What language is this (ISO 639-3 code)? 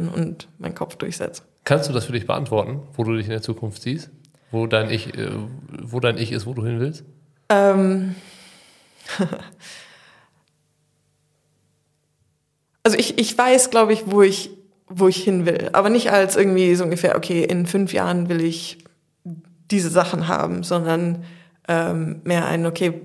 deu